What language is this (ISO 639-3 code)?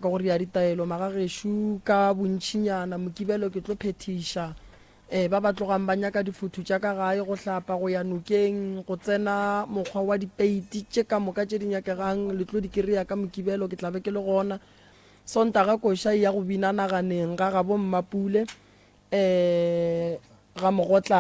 nso